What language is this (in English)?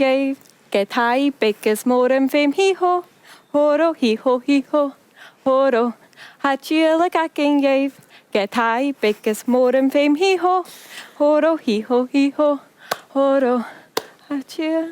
Scottish Gaelic